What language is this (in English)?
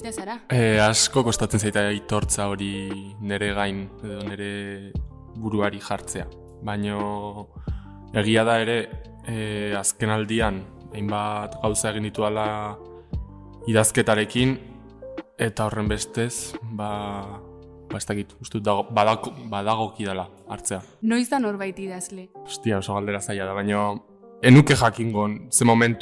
Basque